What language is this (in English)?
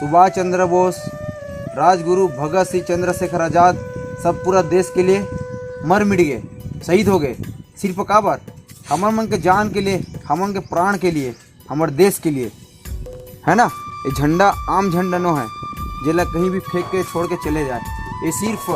Chhattisgarhi